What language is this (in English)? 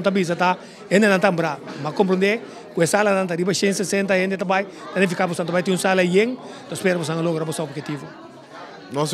Papiamento